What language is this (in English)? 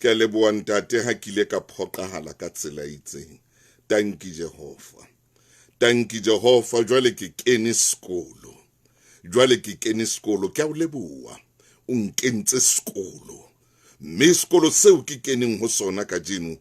Southern Sotho